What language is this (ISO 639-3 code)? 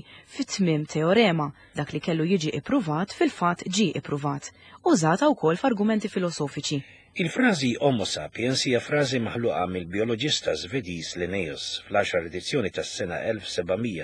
mlt